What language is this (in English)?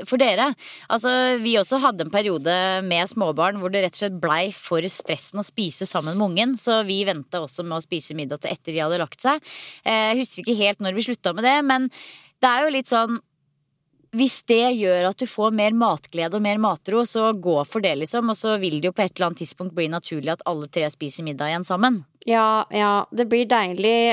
Norwegian